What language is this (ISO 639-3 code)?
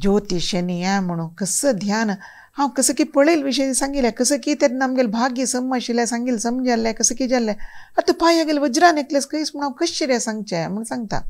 kok